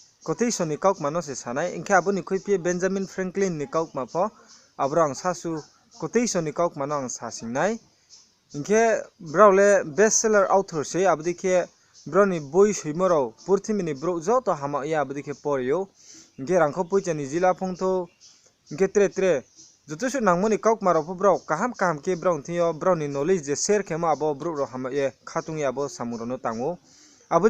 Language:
Riang (India)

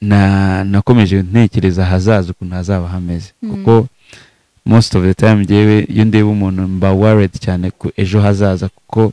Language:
Kinyarwanda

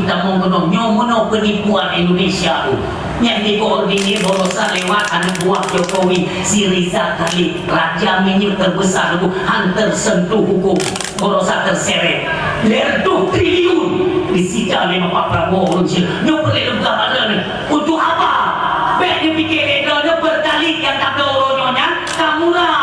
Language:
Achinese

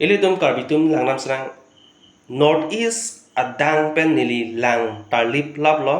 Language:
Karbi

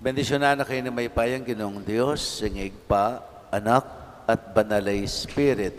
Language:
Pampanga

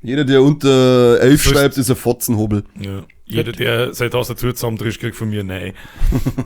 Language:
Bavarian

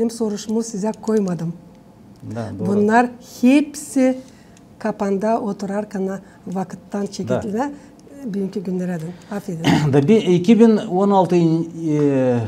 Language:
Gagauz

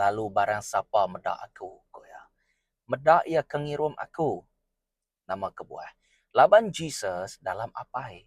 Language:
Iban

